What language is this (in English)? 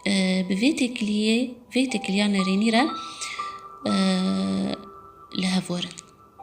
Kurdish